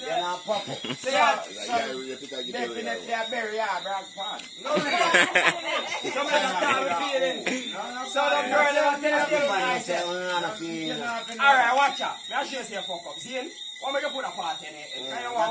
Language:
Jamaican Creole English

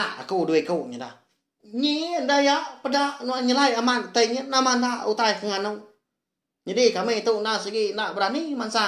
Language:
Iban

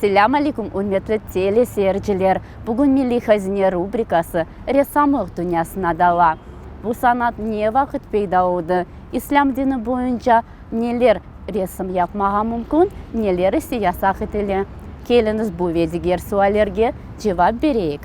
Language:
Crimean Tatar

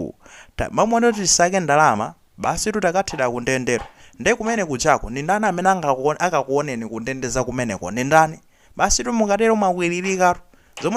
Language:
Nyanja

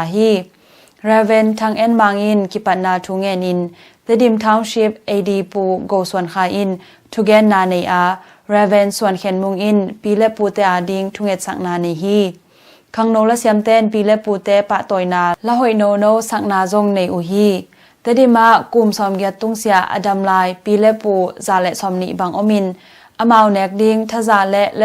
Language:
Tedim Chin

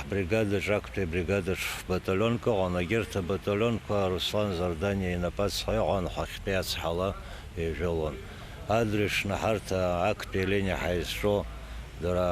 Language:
Abkhazian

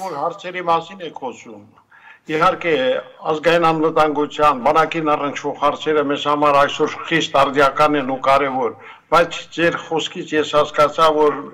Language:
Armenian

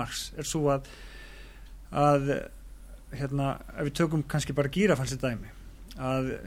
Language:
Icelandic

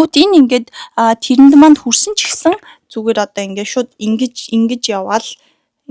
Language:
Mongolian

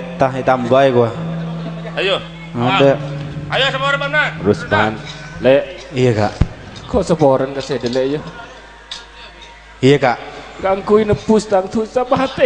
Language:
Madurese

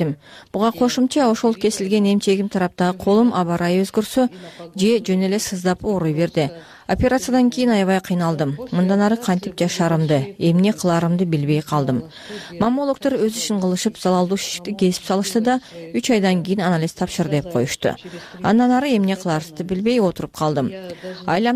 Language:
Kyrgyz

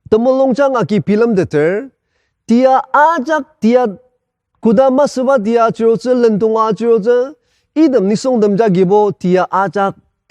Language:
Ao Naga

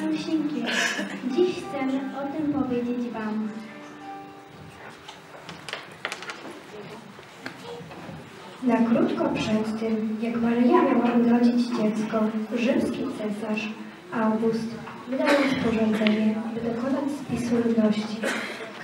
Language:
Polish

